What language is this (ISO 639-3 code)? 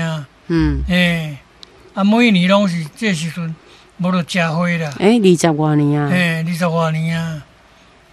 nan